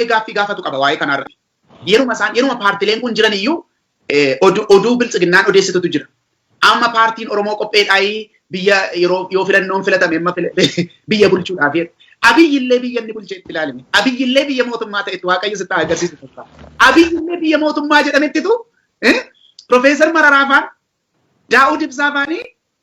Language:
Oromo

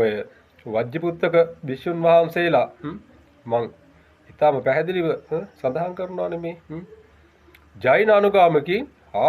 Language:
Sinhala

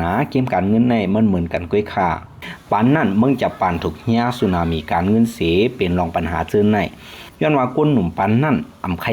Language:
Lao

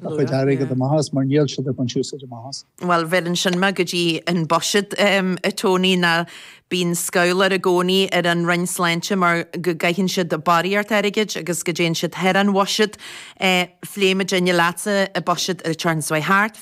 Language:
Irish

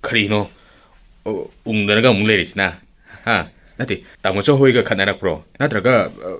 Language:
Manipuri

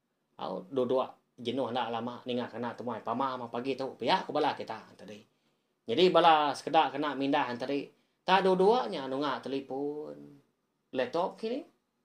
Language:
Iban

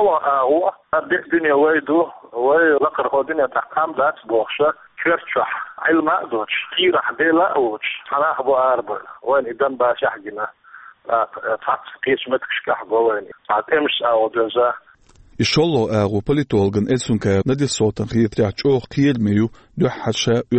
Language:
Chechen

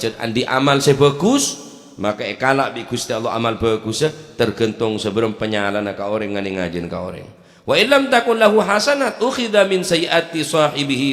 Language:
Madurese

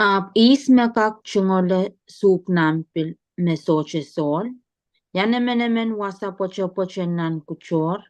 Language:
Pohnpeian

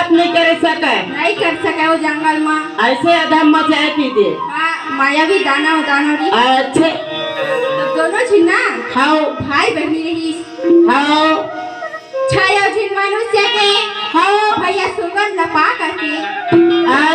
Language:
Chhattisgarhi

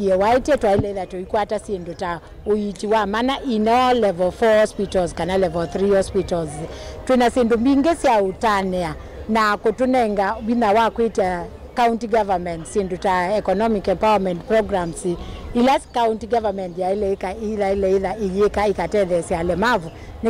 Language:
Kamba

